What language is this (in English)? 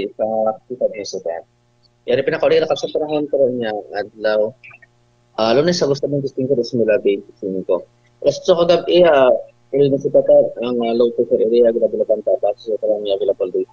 Hiligaynon